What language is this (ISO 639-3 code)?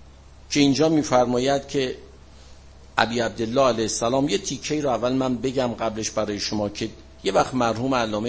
fas